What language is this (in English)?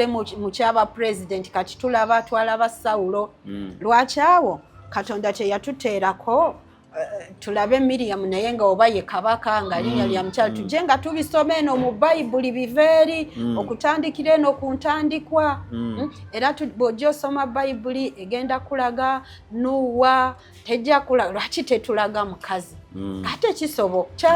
Ganda